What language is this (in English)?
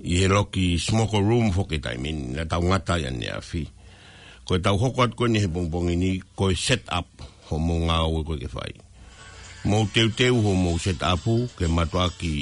Tongan